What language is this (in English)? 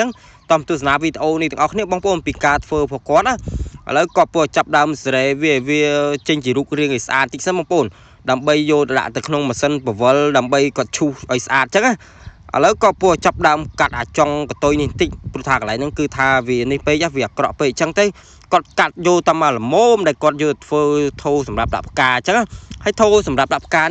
Khmer